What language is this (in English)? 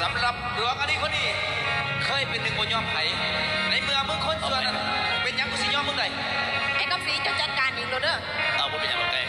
Northeastern Thai